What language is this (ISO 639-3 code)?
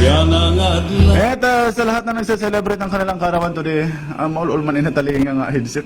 war